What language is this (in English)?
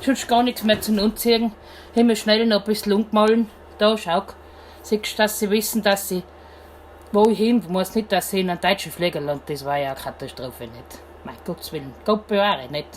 Bavarian